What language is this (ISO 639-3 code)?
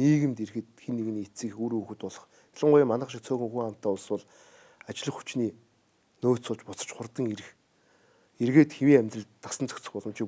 mon